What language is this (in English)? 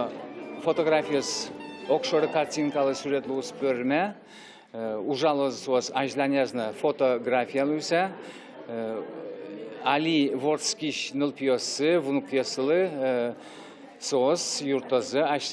Udmurt